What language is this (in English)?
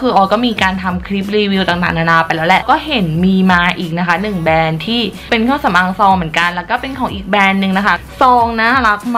Thai